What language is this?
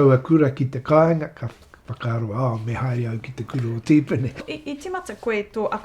Māori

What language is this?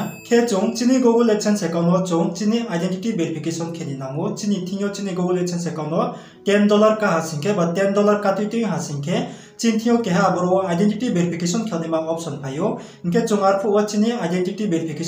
Riang (India)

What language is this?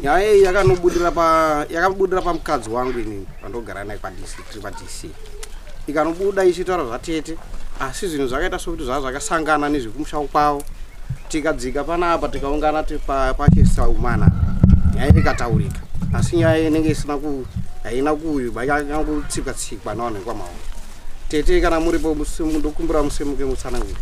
Shona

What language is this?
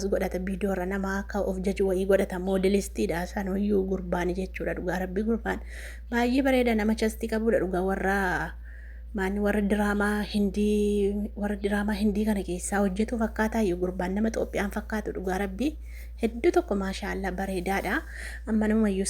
Oromo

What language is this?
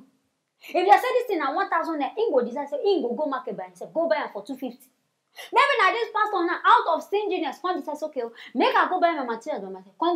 Nigerian Pidgin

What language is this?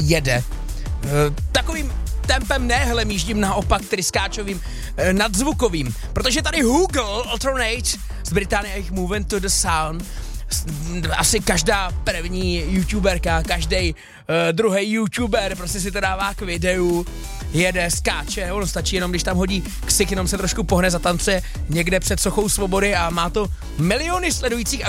Czech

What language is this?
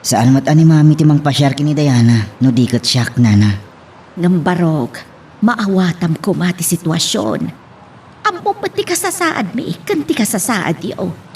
Iloko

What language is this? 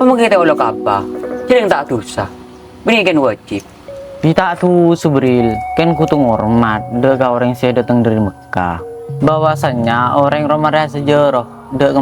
Madurese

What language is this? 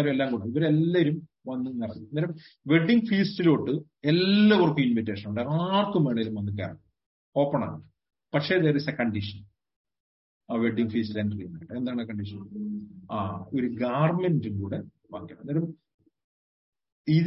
Malayalam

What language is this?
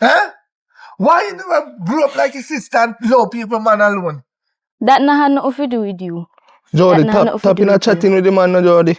Jamaican Creole English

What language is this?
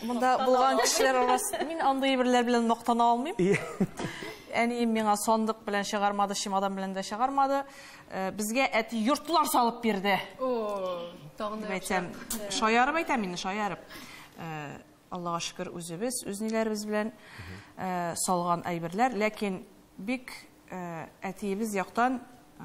Tatar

